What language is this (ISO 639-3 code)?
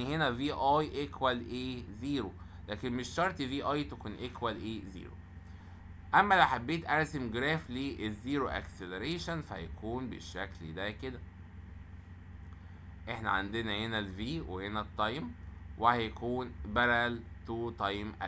arz